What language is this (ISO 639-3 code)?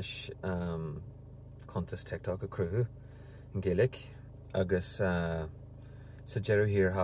gle